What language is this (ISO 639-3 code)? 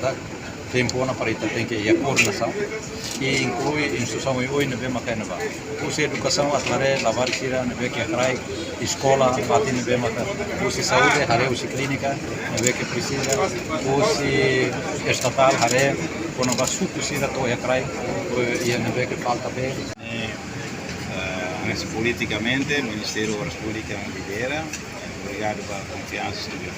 tet